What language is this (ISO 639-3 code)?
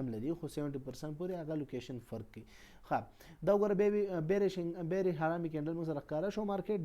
pus